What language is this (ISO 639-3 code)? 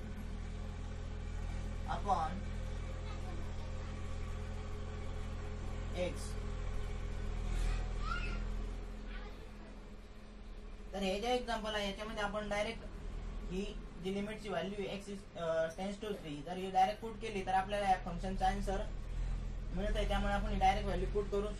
mar